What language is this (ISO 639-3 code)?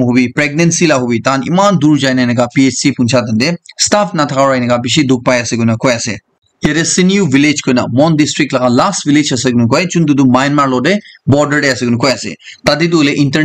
nag